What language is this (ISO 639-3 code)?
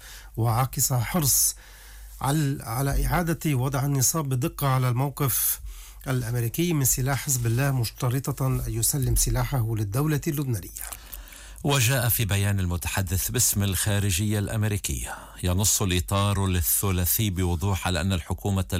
ara